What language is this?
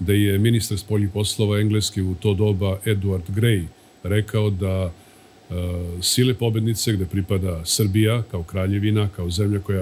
Serbian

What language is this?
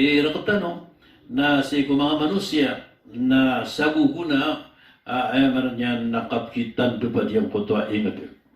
Maranao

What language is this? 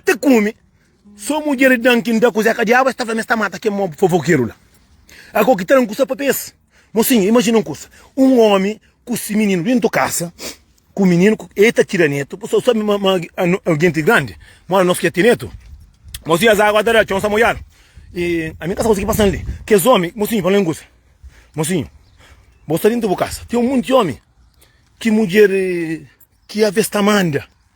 Kabuverdianu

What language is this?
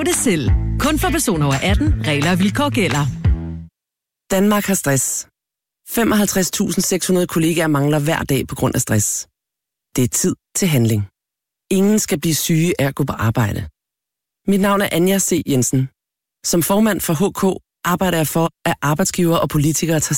Danish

